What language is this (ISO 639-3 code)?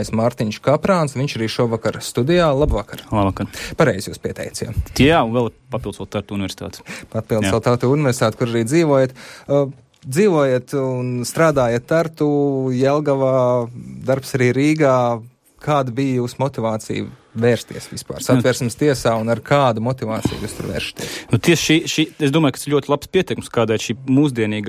lav